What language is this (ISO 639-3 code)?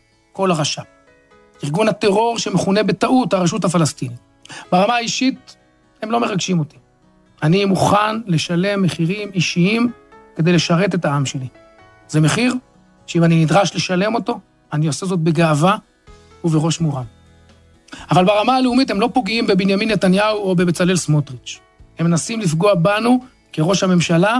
heb